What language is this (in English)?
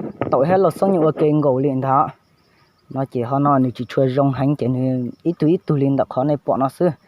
Hmong